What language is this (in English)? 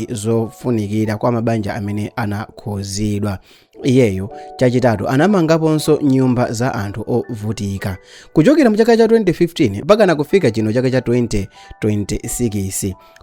Nyanja